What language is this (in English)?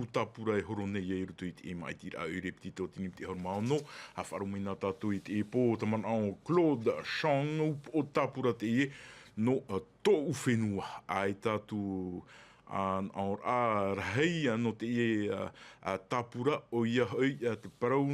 Tahitian